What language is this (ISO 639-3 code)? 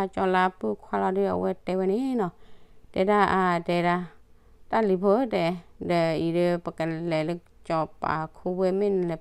ksw